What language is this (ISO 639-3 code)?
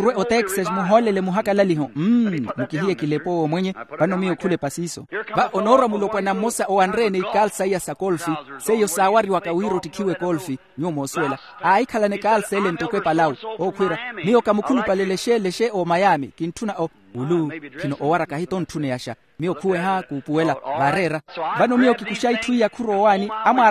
vmw